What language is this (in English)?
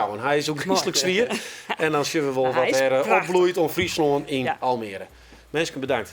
Western Frisian